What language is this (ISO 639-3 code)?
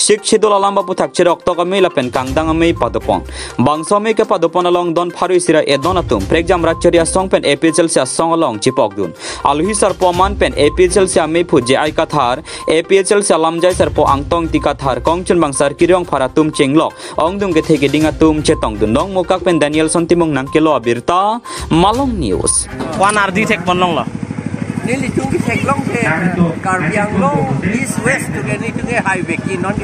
mjw